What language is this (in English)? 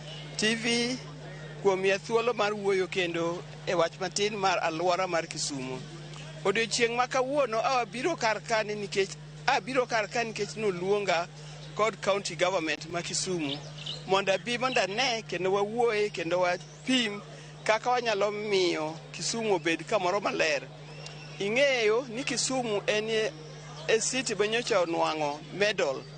Luo (Kenya and Tanzania)